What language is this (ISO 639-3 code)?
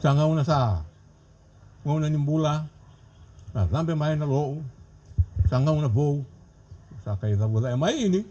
fij